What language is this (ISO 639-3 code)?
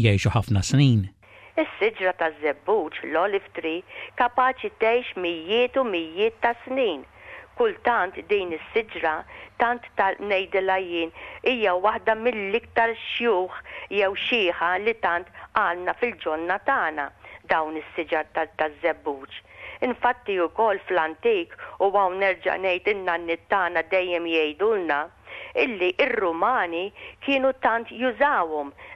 mlt